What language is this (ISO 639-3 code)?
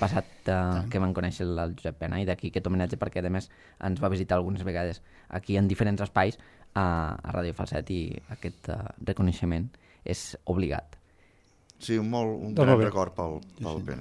cat